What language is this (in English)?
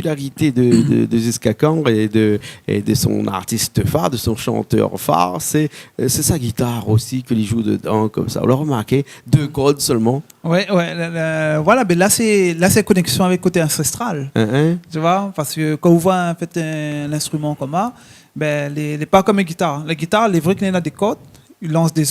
Réunion Creole French